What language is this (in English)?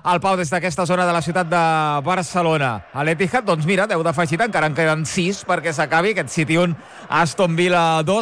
Catalan